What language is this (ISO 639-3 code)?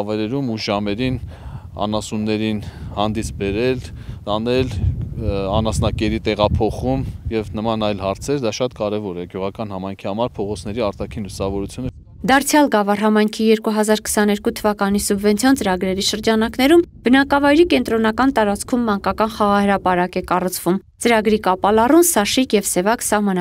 hye